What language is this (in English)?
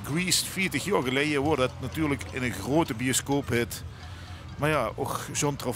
Limburgish